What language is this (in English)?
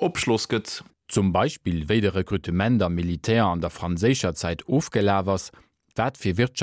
Luxembourgish